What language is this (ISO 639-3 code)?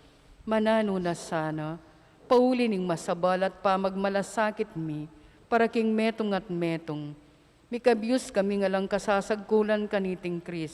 pam